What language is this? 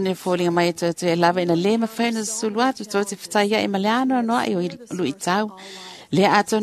Samoan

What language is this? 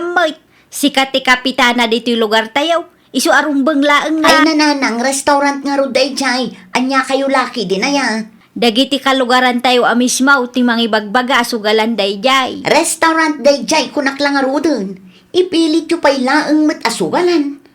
Iloko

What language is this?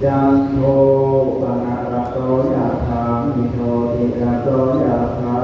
Pali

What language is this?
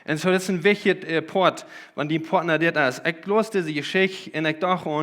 Plautdietsch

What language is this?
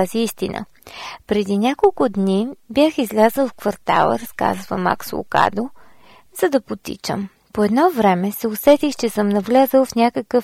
Bulgarian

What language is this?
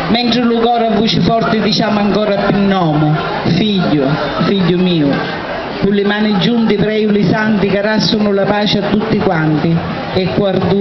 Sicilian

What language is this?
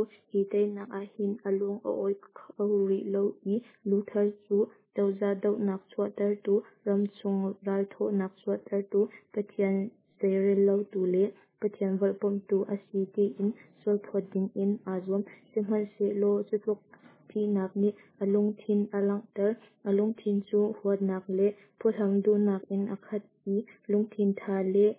Hakha Chin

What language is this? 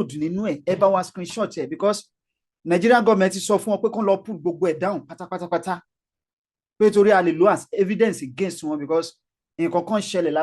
Yoruba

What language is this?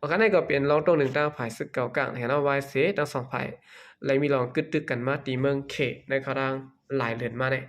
Shan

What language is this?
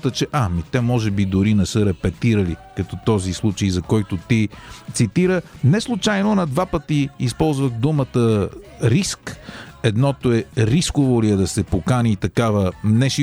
Bulgarian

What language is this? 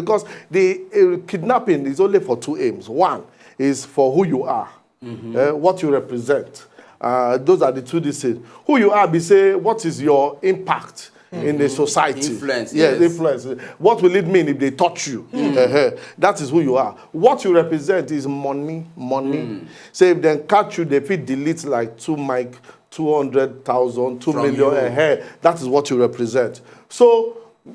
Nigerian Pidgin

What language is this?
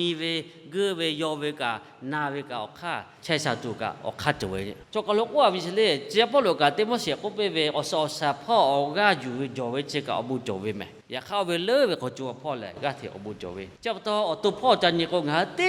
Lahu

